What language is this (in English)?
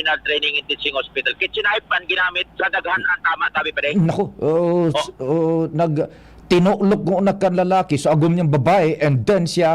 Bikol